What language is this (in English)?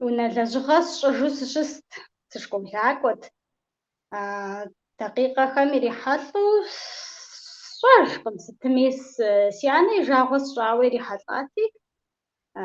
Kabardian